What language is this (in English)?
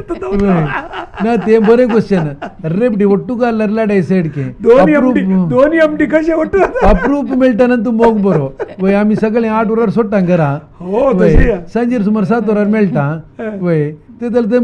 Konkani